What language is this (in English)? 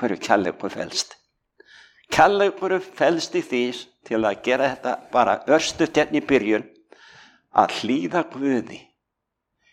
Icelandic